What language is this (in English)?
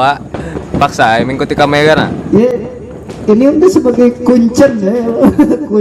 Banjar